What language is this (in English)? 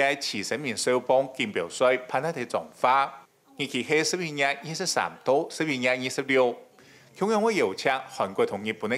Hakka Chinese